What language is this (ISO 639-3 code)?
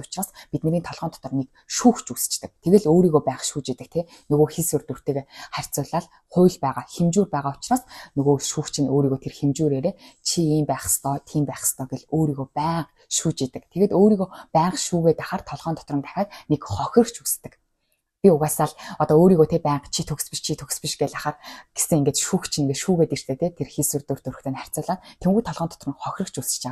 mon